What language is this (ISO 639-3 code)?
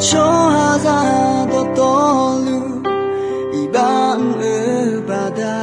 ahk